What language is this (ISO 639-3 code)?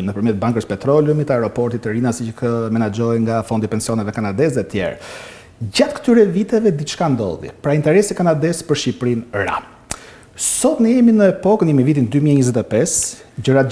sqi